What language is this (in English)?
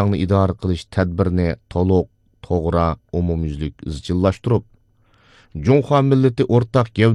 Uyghur